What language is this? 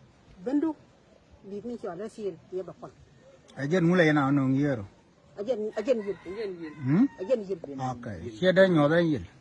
Nuer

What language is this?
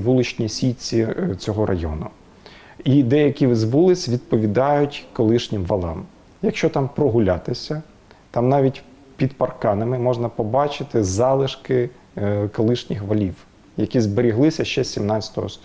Ukrainian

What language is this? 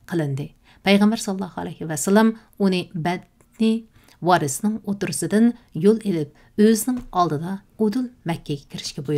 Uyghur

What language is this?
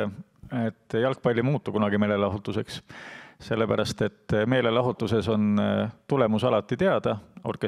Estonian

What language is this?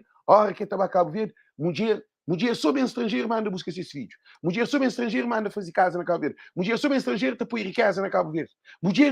Kabuverdianu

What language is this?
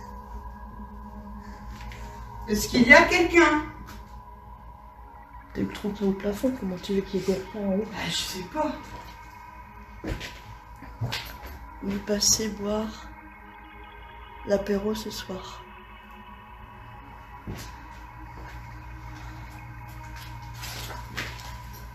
French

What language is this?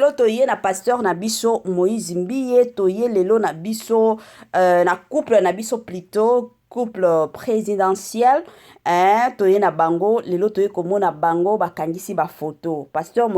Lingala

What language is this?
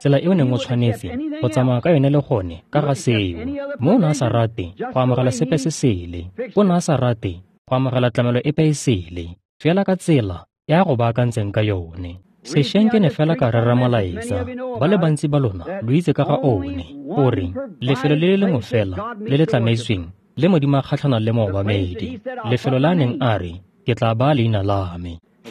Tswana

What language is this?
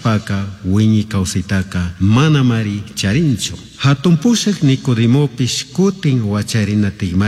Chimborazo Highland Quichua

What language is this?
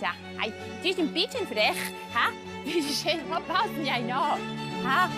Romansh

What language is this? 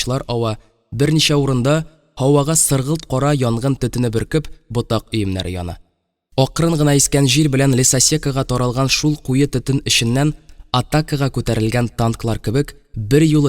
Tatar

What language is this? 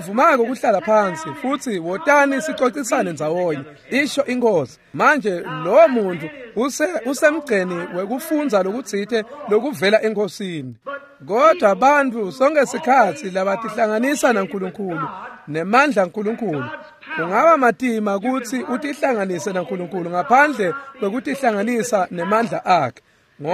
Swati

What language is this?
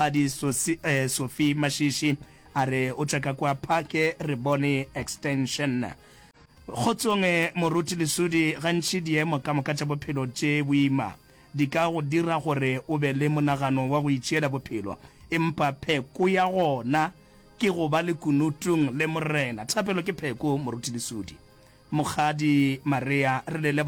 Northern Sotho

